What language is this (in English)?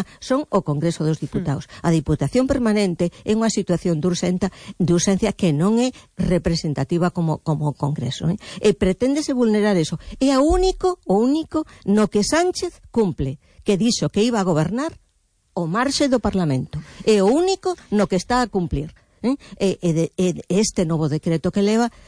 Galician